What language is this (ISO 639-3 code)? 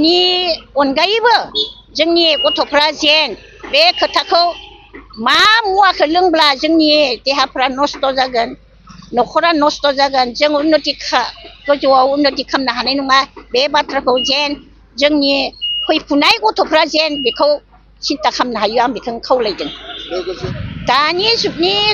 brx